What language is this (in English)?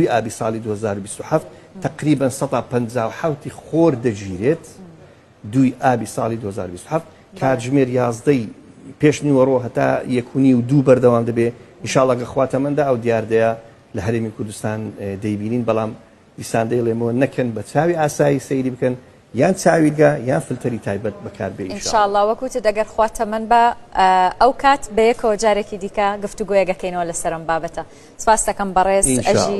Central Kurdish